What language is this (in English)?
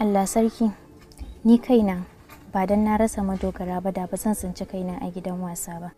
Hausa